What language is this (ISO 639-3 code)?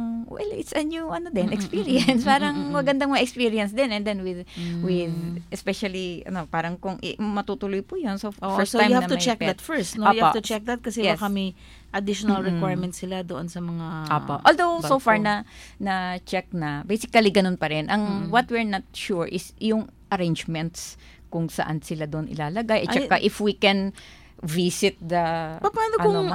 fil